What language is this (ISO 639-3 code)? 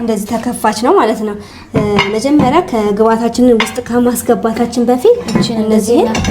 amh